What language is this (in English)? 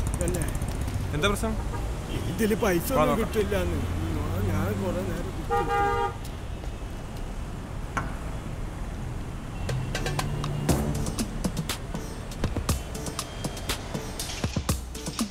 Malayalam